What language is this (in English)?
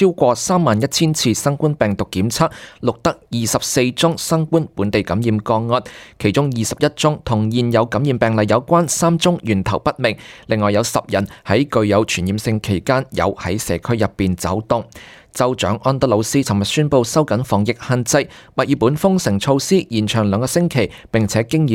Cantonese